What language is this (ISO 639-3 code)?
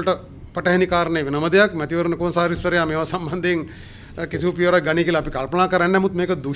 sin